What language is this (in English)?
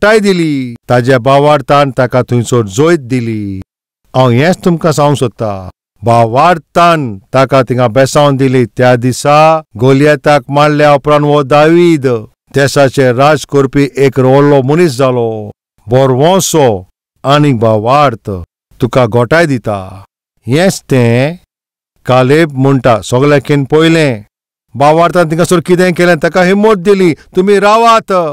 Konkani